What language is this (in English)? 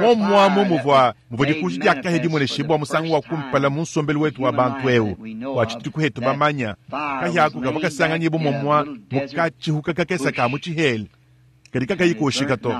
Luba-Lulua